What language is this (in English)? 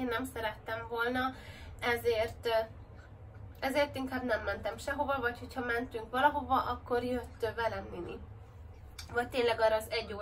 Hungarian